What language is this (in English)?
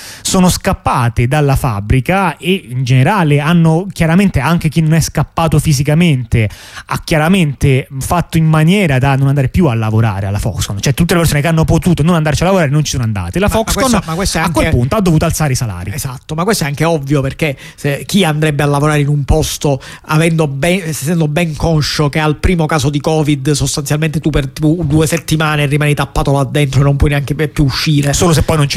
Italian